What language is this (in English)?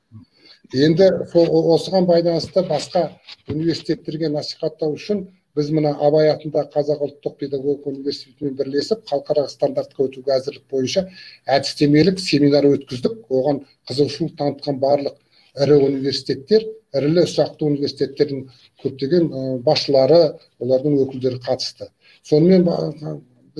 Kazakh